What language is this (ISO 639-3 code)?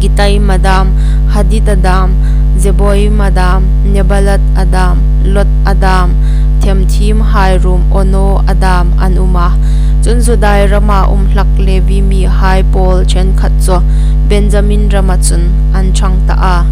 hmr